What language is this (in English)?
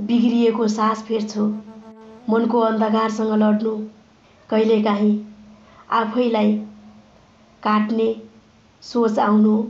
Nepali